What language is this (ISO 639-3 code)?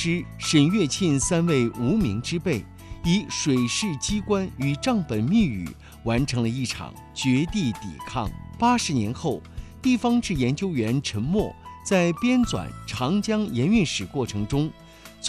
zho